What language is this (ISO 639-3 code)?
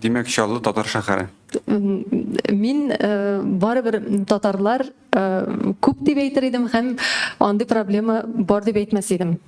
tat